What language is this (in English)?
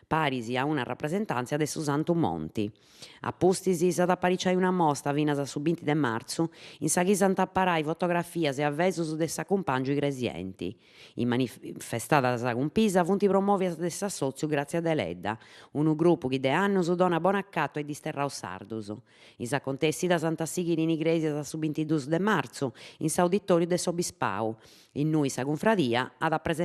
Sardinian